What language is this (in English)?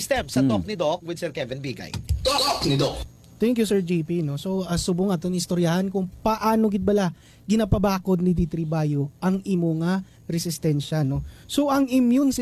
Hiligaynon